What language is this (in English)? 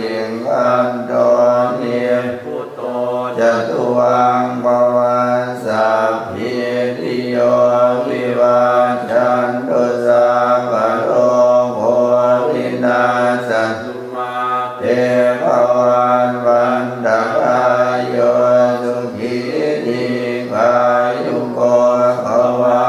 Pali